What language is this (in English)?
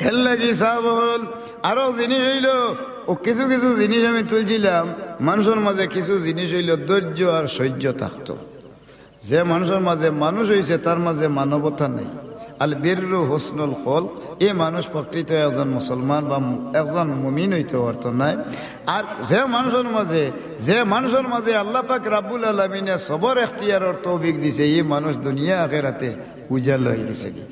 Sylheti